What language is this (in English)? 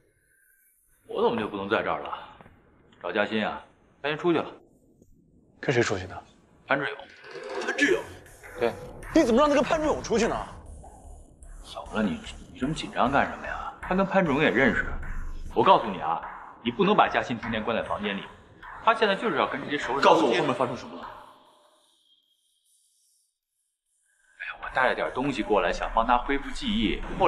Chinese